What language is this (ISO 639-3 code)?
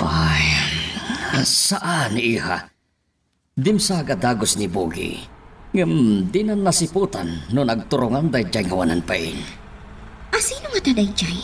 ilo